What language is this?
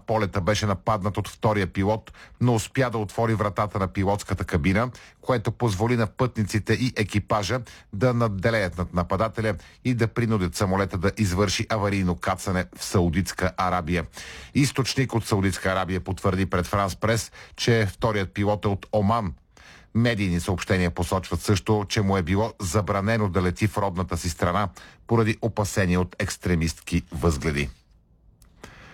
Bulgarian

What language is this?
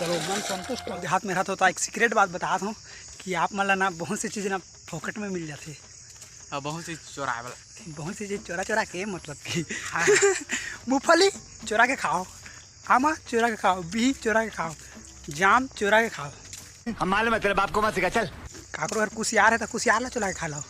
Chhattisgarhi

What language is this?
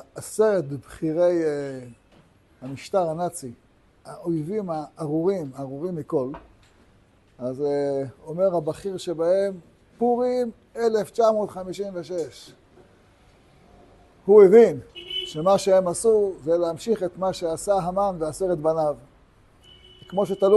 Hebrew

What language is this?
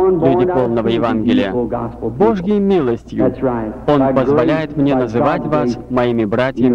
Russian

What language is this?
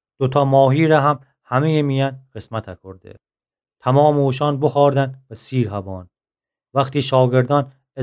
Gilaki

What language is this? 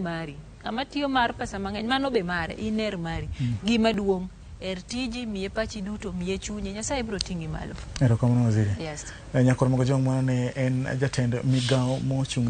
Luo (Kenya and Tanzania)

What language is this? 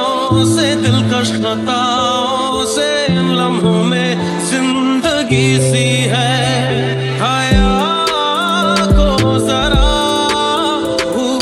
Hindi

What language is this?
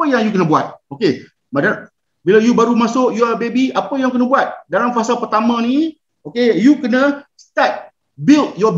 Malay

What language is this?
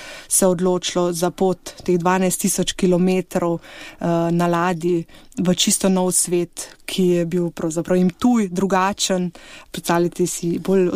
Slovenian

